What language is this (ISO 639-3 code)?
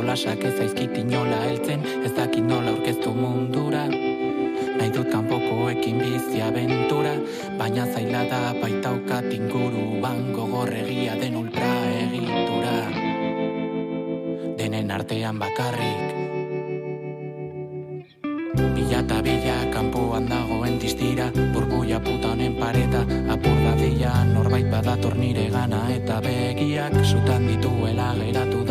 eus